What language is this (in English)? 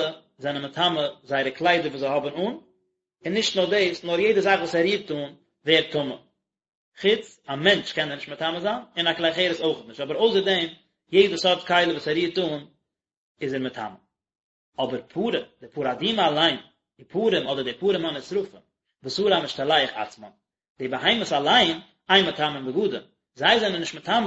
Yiddish